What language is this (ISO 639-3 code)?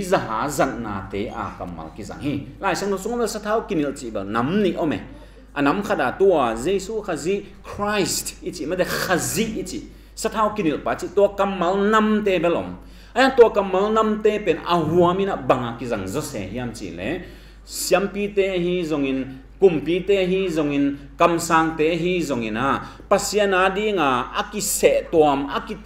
ctd